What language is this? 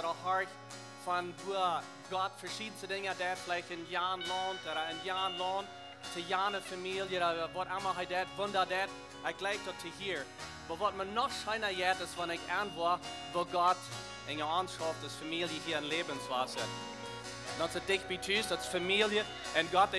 Plautdietsch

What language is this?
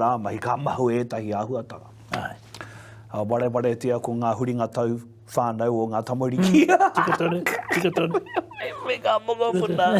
Māori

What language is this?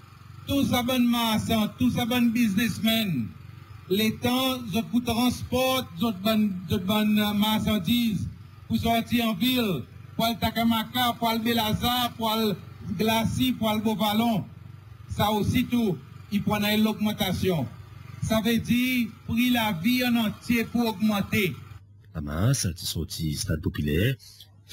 Seselwa Creole French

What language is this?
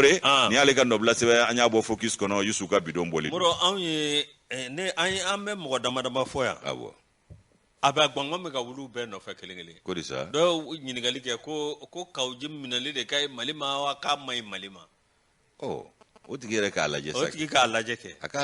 Bambara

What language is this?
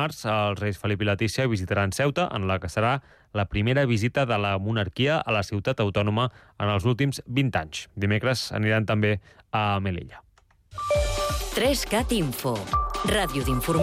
Catalan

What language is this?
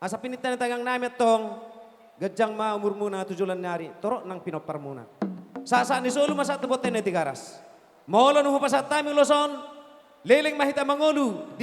Batak Toba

